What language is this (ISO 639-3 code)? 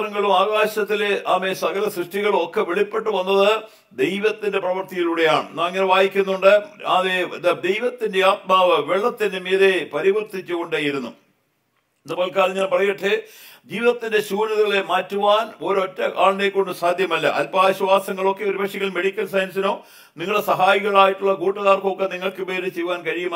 mal